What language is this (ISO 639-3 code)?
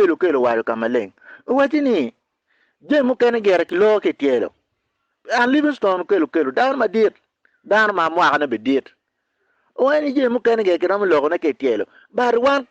ach